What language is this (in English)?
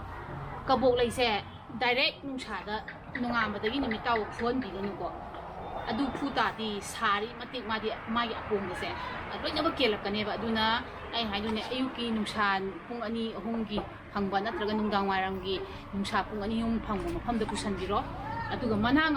Manipuri